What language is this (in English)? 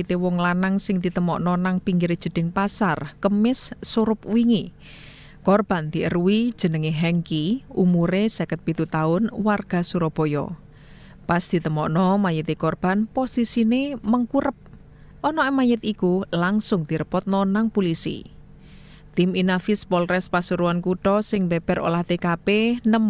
Javanese